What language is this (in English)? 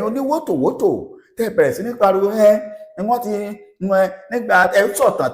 Yoruba